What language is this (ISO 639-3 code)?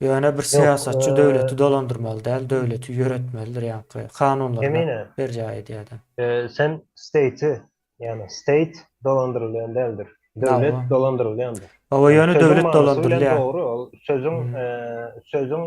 tuk